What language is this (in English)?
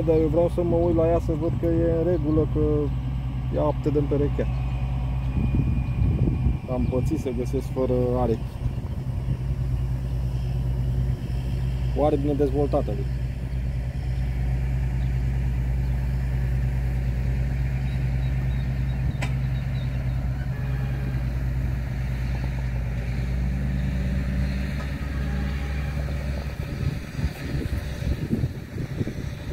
Romanian